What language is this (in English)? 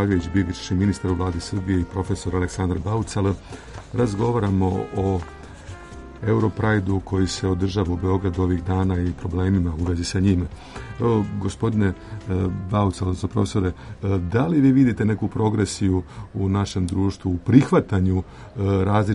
Serbian